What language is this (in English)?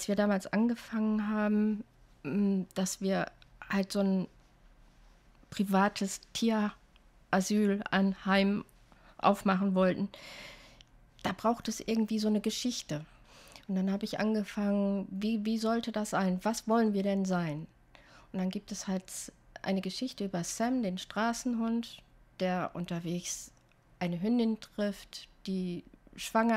German